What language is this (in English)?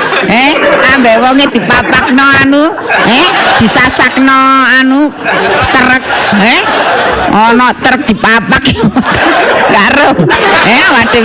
Javanese